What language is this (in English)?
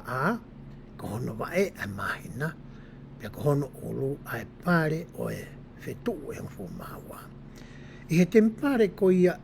Tongan